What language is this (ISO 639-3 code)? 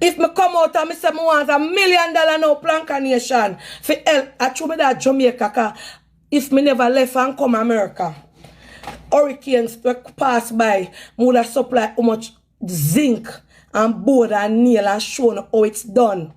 jam